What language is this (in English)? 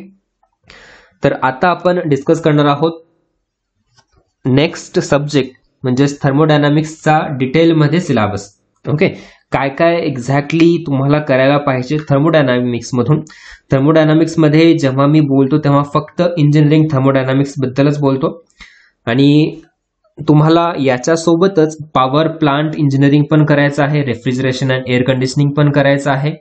Marathi